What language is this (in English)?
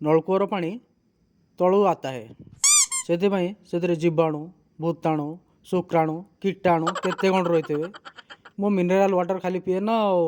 Odia